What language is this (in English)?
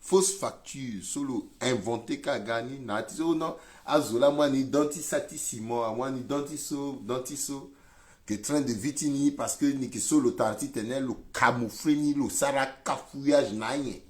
Sango